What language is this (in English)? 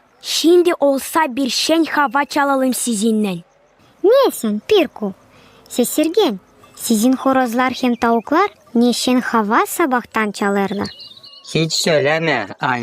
Gagauz